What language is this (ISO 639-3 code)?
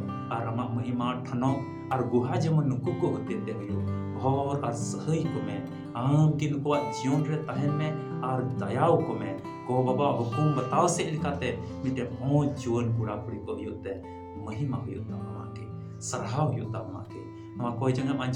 sat